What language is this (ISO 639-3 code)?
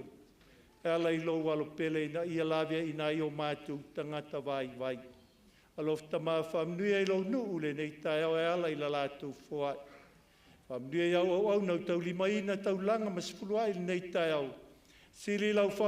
smo